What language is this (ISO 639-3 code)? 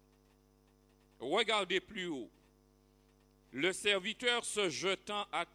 fra